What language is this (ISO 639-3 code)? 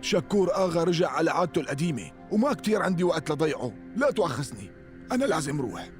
apc